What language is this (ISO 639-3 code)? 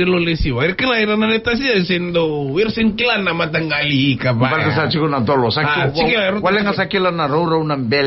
fij